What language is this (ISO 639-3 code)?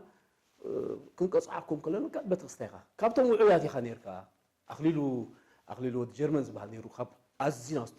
tir